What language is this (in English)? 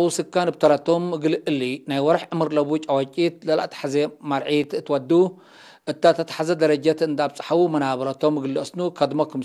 Tigre